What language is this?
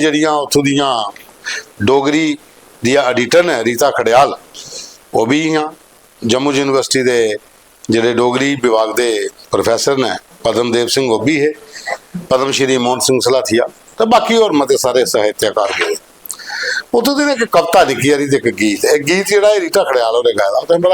Dogri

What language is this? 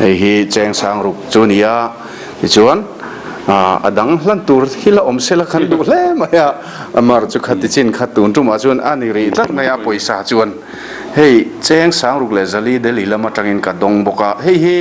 Mizo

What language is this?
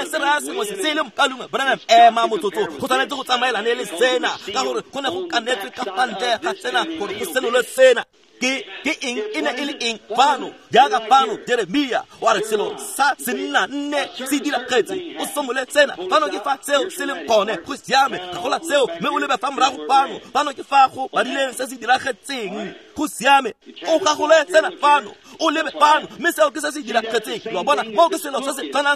Tswana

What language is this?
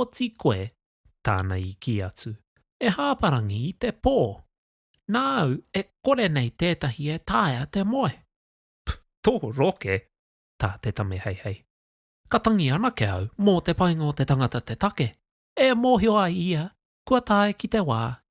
Māori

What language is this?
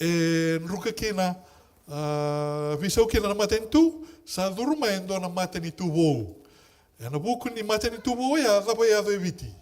Fijian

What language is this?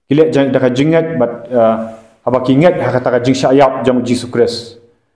Khasi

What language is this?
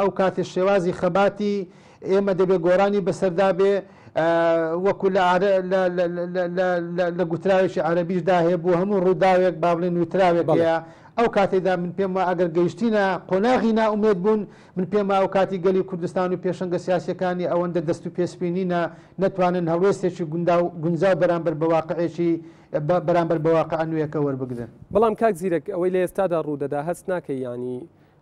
Central Kurdish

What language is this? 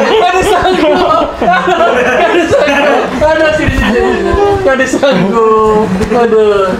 Banjar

